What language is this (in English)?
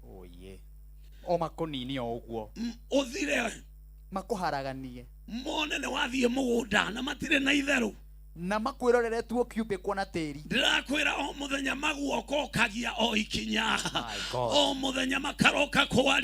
Kikuyu